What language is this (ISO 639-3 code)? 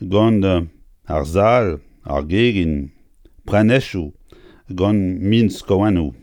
bre